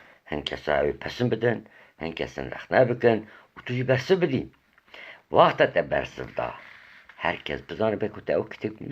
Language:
Kurdish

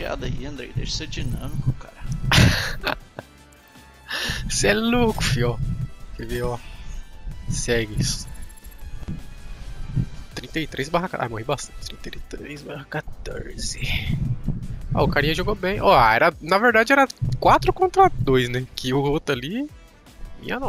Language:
Portuguese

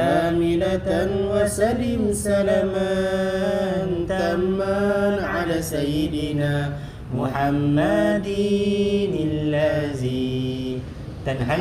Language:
Arabic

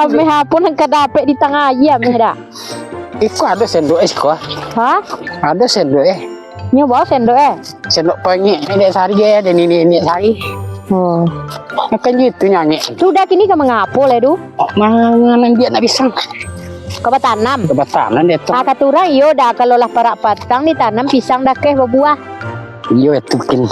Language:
Minangkabau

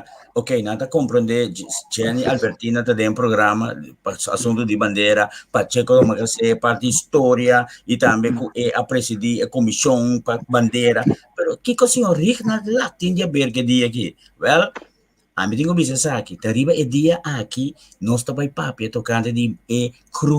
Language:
Papiamento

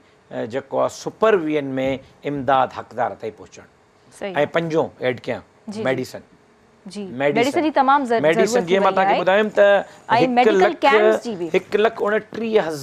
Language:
Sindhi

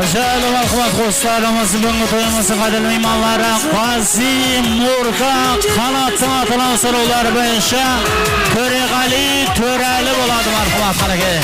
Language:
Kara-Kalpak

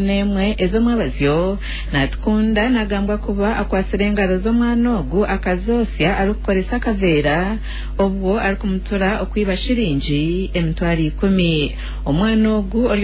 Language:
Nyankole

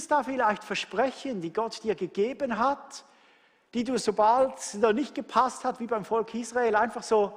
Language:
Swiss German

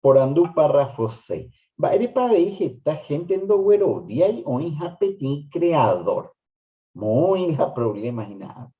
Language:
Guarani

